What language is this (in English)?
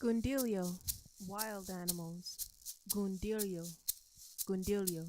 Mohawk